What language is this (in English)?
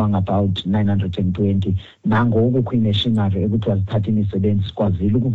Xhosa